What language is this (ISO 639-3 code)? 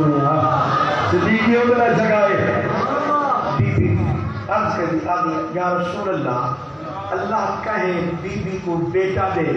skr